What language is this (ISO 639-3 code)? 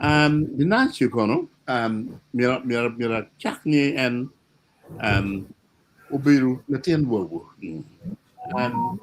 ach